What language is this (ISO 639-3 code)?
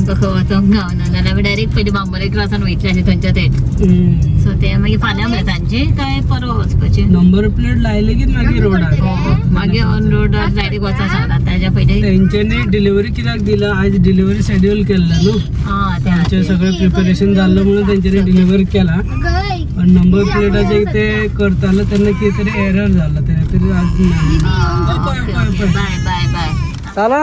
kok